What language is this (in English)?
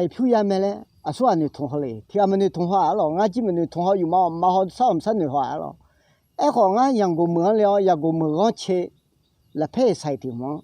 Akha